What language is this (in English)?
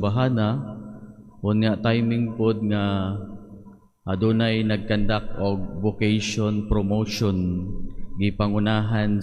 Cebuano